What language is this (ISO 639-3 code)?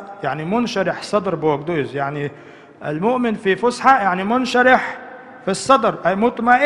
che